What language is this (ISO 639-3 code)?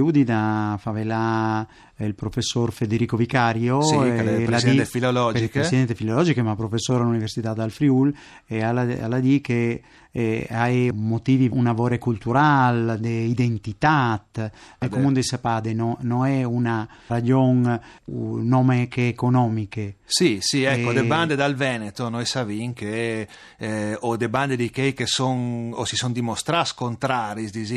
fur